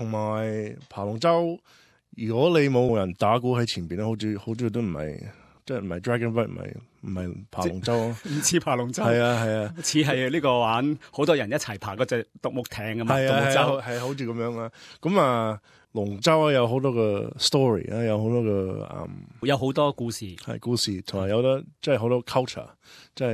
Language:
Cantonese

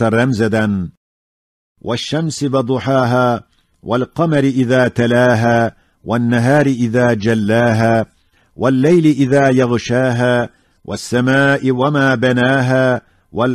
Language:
Ottoman Turkish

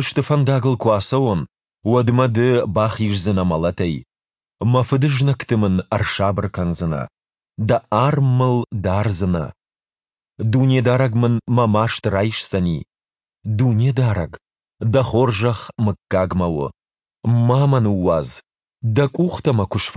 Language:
Ossetic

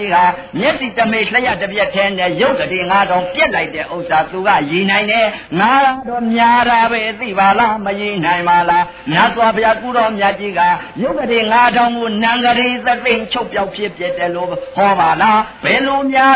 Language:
Burmese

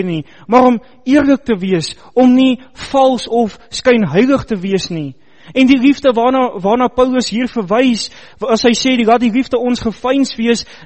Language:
Afrikaans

